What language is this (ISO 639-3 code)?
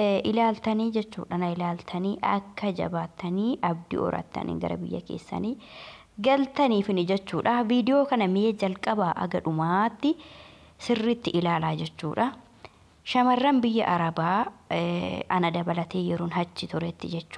orm